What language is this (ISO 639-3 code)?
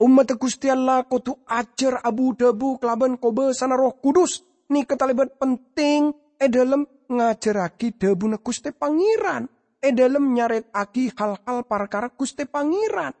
mad